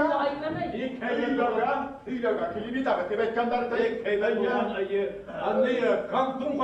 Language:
Bashkir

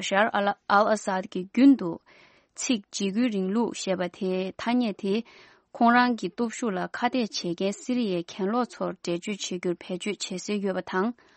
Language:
Tibetan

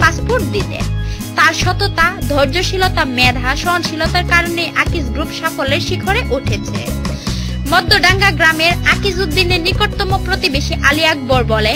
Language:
Bangla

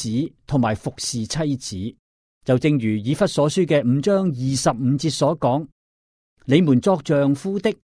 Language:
Cantonese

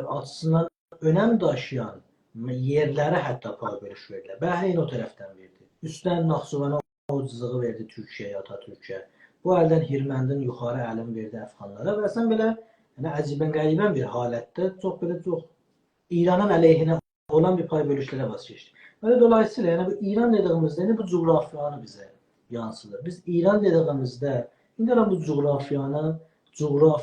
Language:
South Azerbaijani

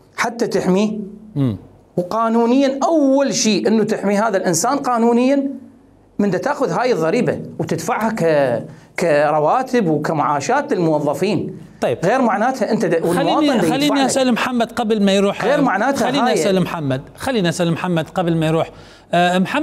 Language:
Mesopotamian Arabic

